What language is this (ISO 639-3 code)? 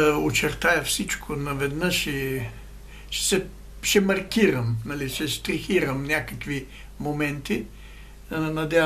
bul